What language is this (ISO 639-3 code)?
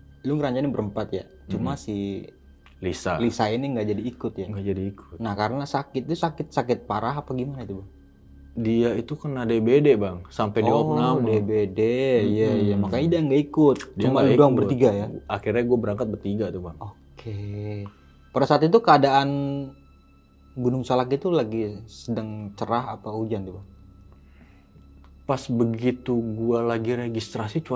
ind